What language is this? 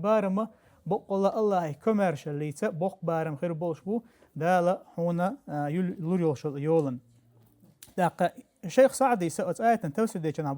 Chechen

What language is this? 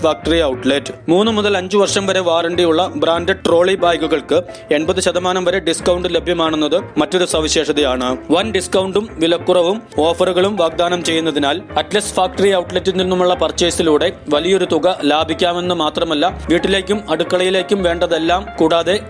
Malayalam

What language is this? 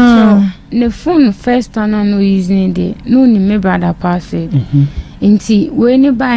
Akan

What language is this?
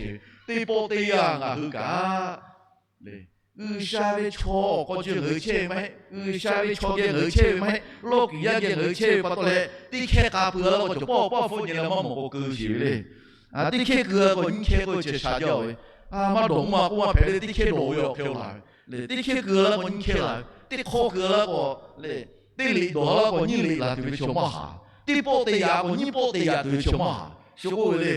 Lahu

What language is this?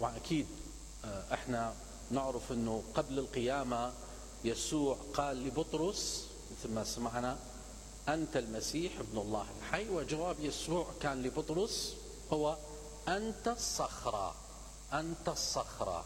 Mesopotamian Arabic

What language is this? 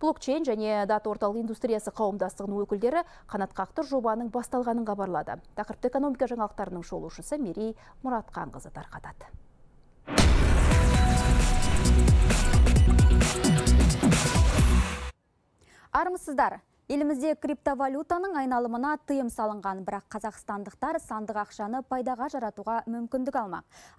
Kazakh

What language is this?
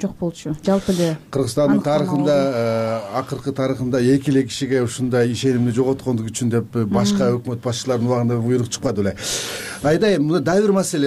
Kyrgyz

